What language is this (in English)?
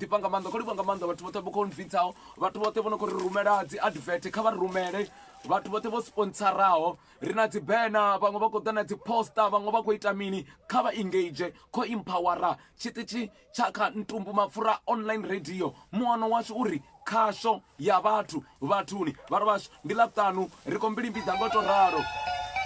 Venda